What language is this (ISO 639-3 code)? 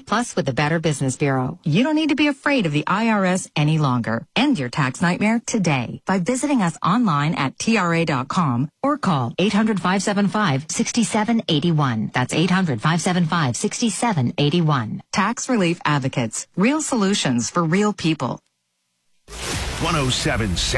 eng